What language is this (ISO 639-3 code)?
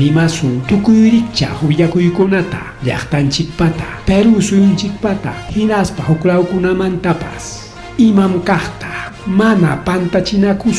quy